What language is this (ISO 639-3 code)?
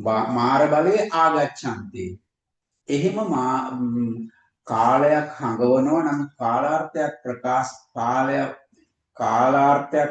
sin